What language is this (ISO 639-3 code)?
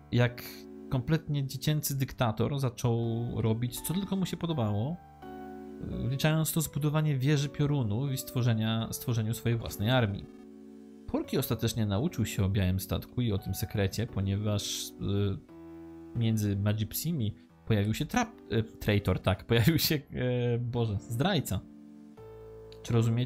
pol